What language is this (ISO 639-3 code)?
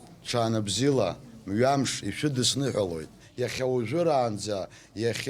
abk